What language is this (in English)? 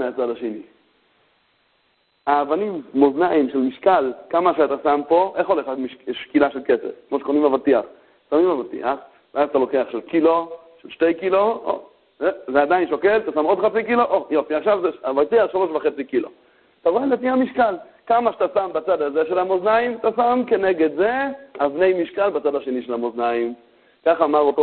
Hebrew